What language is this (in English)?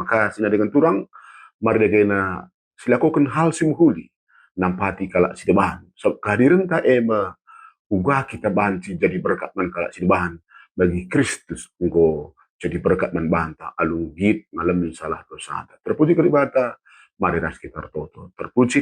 Batak Karo